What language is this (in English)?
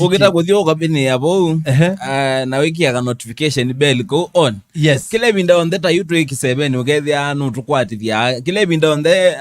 Kamba